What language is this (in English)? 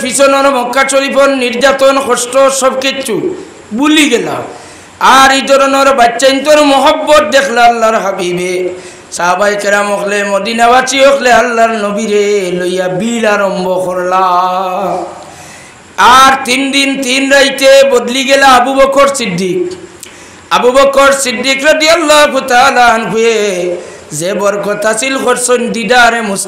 Sylheti